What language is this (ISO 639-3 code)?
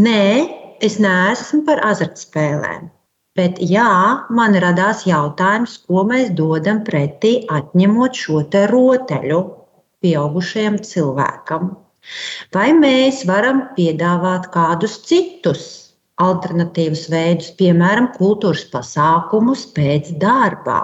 lav